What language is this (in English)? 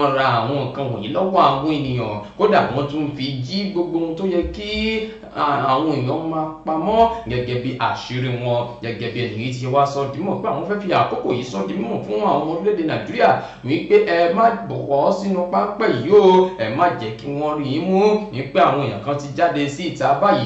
Yoruba